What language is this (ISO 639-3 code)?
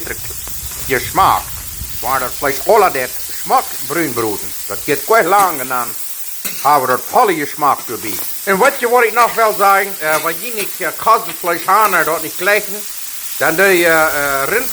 pdt